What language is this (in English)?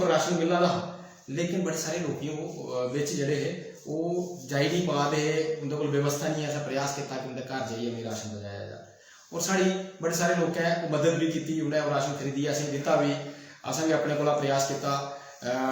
Dogri